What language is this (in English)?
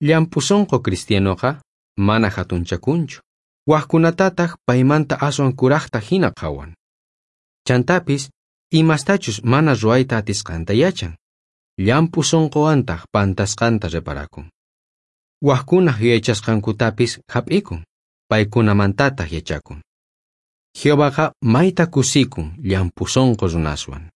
South Bolivian Quechua